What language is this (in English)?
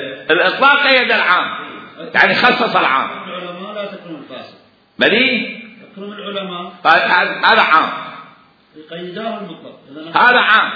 Mesopotamian Arabic